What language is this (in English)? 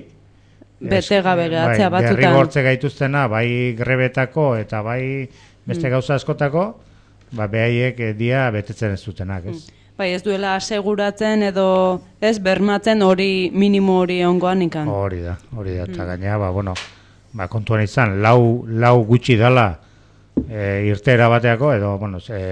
Basque